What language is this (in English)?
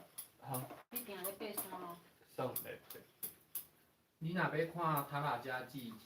Min Nan Chinese